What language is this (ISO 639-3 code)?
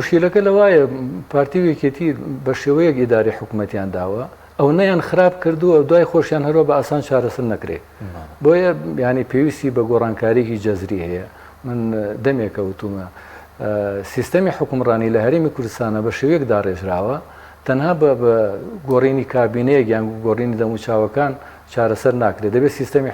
ckb